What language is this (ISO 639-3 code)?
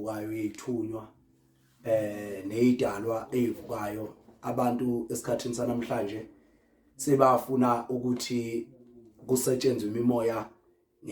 zul